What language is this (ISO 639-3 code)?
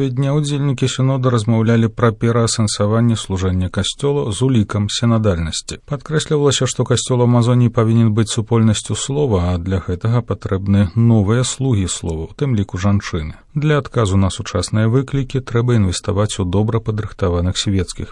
bel